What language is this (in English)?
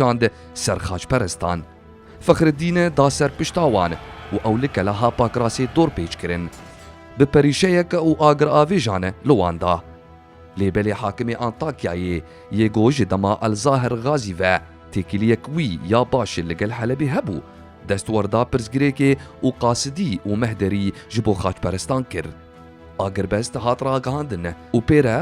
Kurdish